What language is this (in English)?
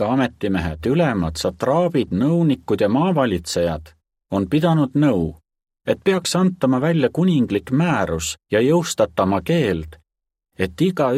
Estonian